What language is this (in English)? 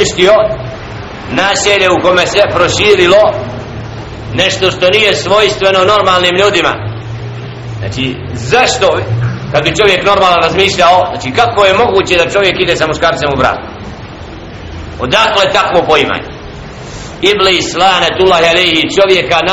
Bosnian